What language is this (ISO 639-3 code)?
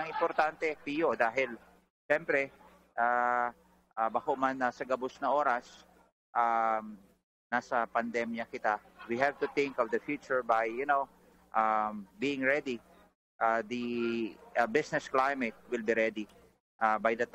bik